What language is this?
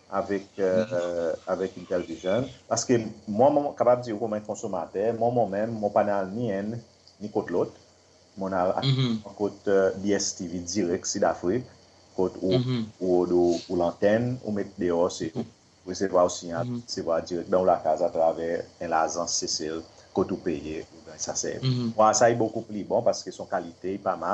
Seselwa Creole French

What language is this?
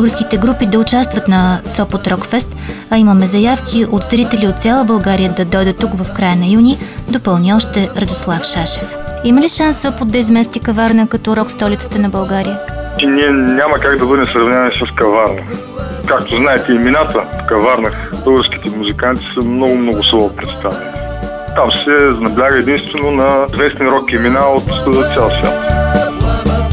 Bulgarian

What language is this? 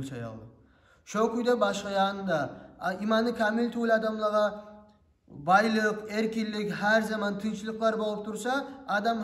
Kumyk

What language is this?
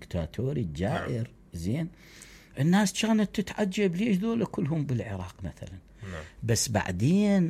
Mesopotamian Arabic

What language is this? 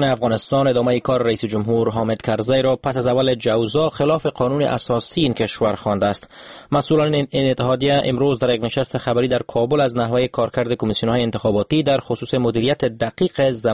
Persian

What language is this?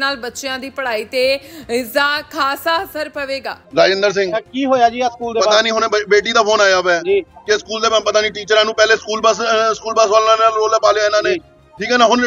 Punjabi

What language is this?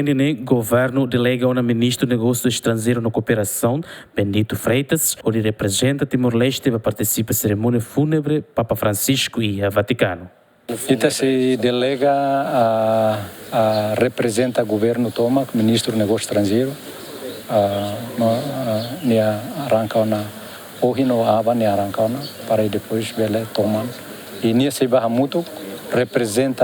Tetum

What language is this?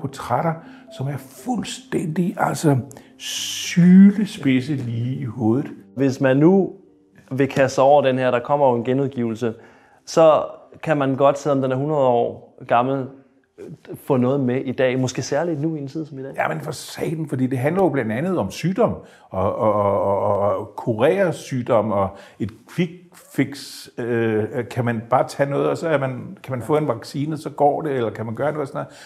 Danish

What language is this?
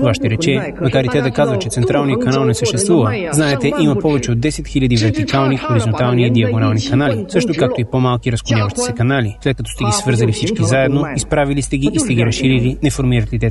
Bulgarian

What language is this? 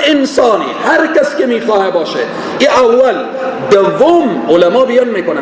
Persian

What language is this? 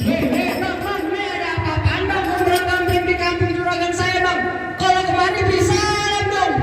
Betawi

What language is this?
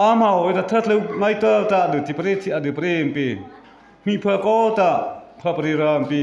Mara Chin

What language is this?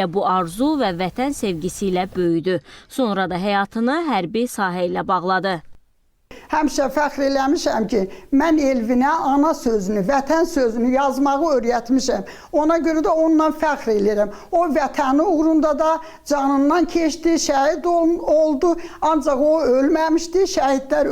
Azerbaijani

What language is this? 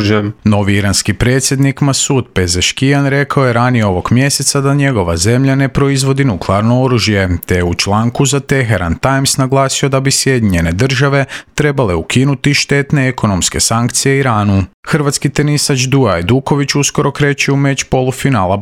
Croatian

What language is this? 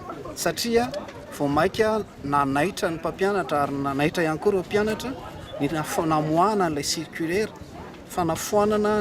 Malagasy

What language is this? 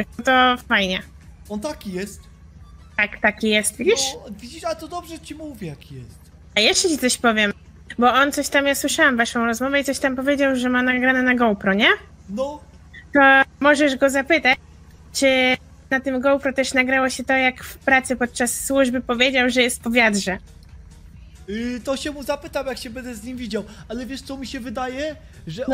Polish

